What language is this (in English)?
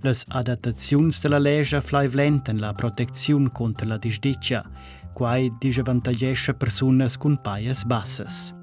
Romansh